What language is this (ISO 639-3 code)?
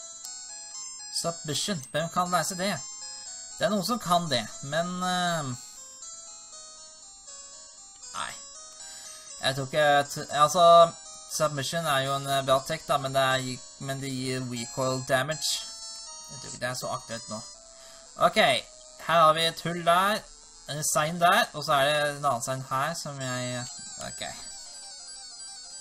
nor